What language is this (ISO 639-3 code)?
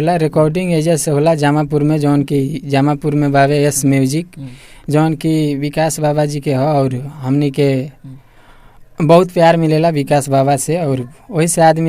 bho